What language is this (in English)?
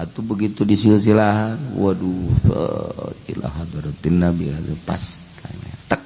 Sundanese